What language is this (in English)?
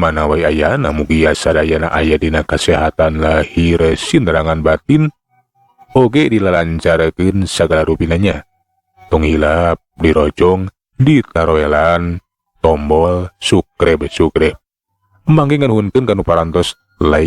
Sundanese